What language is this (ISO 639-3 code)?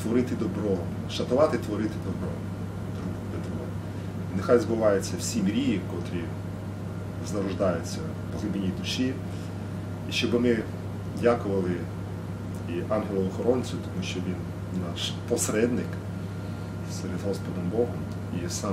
ukr